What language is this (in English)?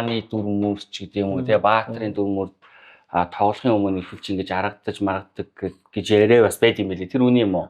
Mongolian